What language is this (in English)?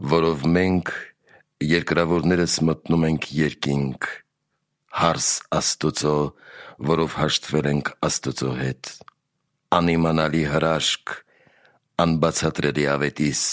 Armenian